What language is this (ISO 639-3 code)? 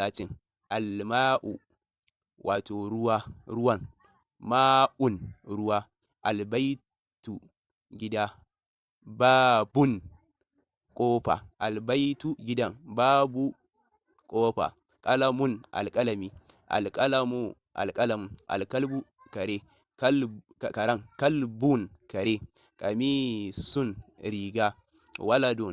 hau